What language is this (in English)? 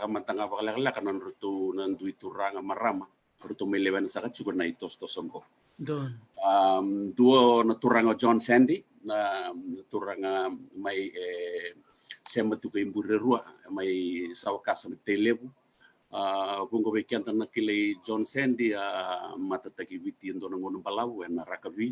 Fijian